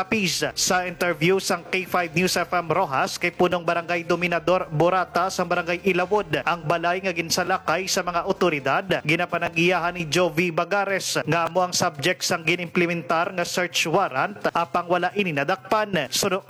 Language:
Hiligaynon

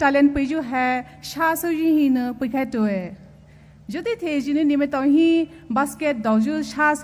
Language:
Poumei Naga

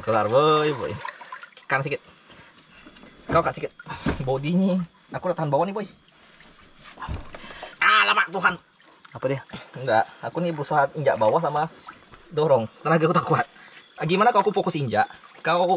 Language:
Indonesian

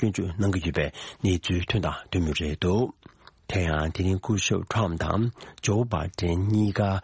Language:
Tibetan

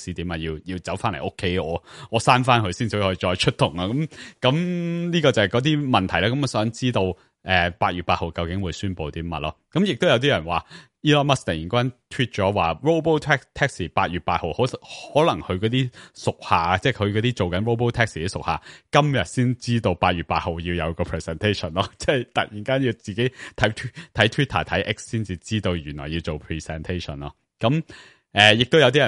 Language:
Cantonese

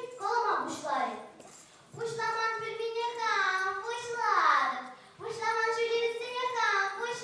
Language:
Chuvash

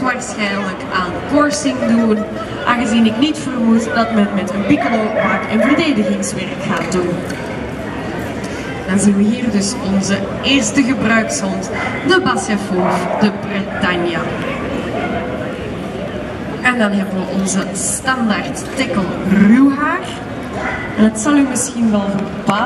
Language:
Dutch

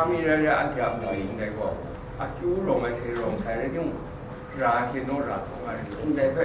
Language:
Kachin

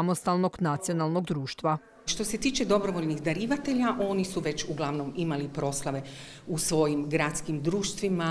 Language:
Croatian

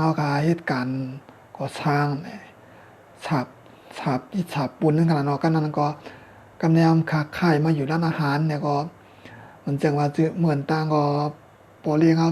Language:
Shan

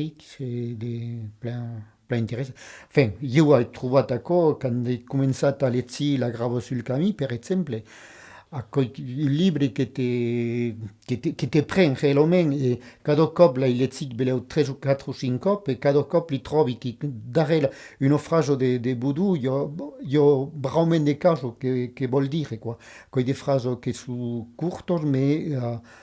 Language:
Occitan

